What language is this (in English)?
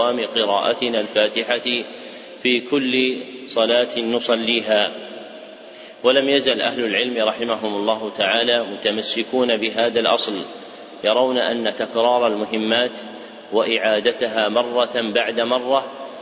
Arabic